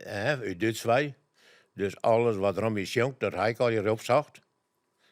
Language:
Western Frisian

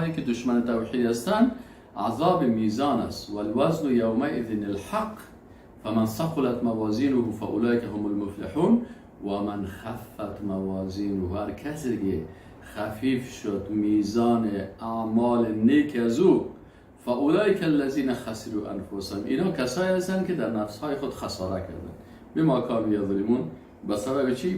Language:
Persian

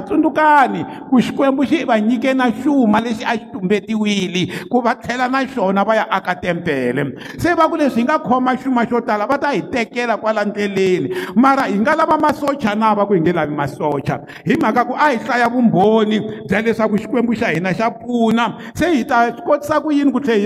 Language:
Tsonga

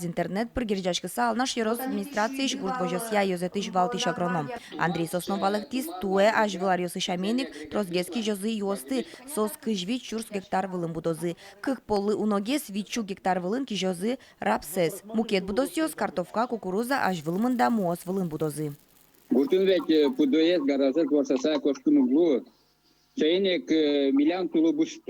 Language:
Udmurt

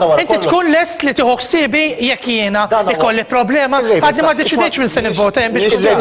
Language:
Maltese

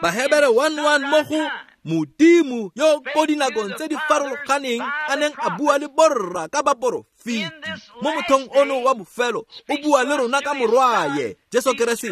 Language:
Tswana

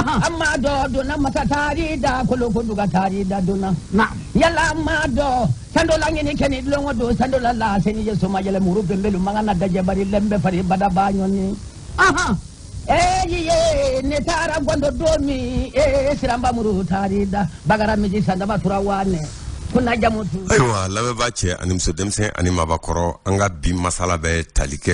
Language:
Bambara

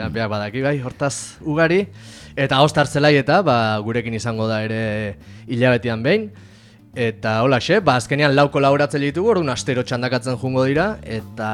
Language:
Basque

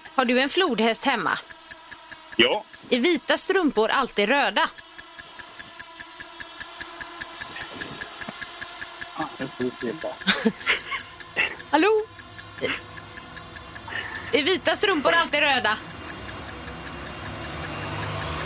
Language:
Swedish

